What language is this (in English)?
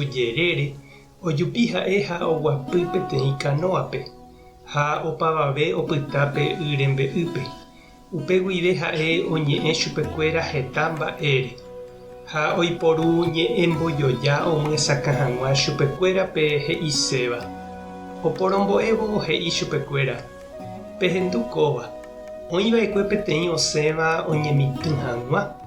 Guarani